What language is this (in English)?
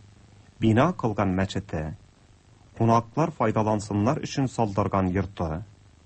Tatar